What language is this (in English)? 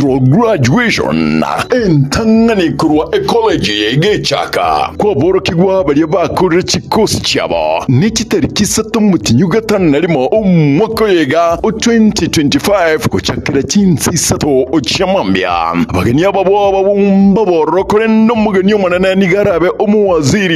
Gusii